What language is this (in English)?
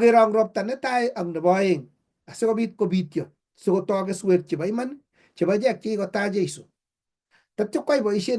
Kalenjin